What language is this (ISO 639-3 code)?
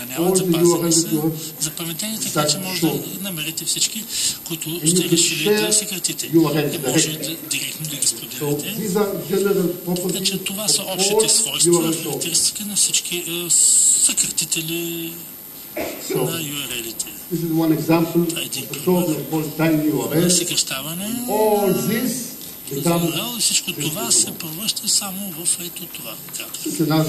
bul